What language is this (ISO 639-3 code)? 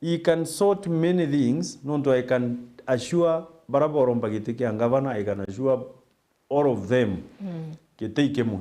mer